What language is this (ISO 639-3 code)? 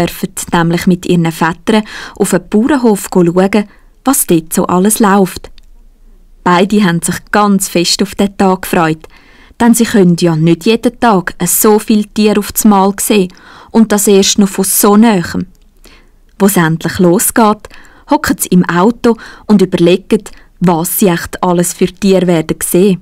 gsw